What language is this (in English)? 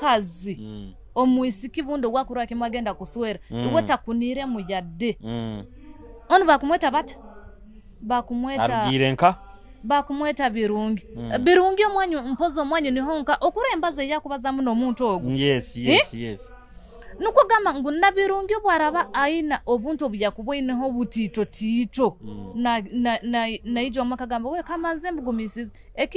Nyoro